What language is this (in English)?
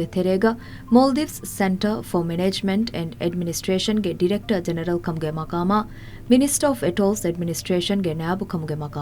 Divehi